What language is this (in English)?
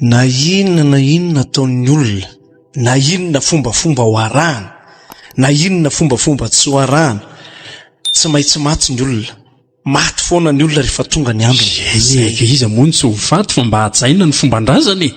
Malagasy